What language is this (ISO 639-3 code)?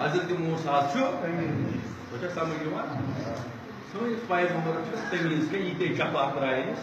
kas